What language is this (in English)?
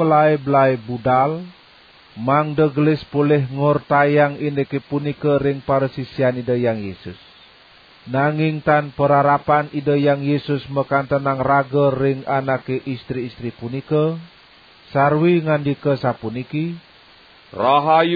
Balinese